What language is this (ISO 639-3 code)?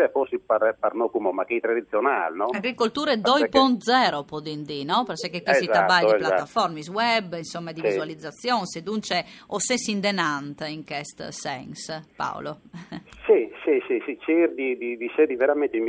fur